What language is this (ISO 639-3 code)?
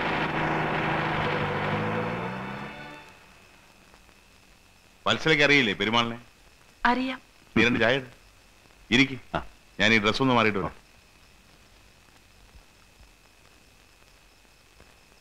mal